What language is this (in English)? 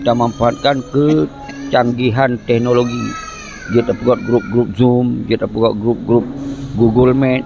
Achinese